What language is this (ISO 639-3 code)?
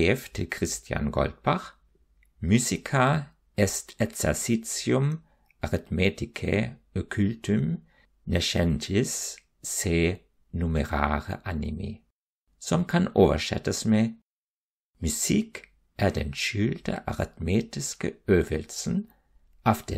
nor